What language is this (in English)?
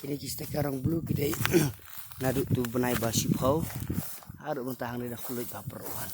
Khasi